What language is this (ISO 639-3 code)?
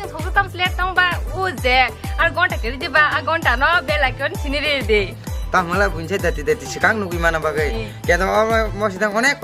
trp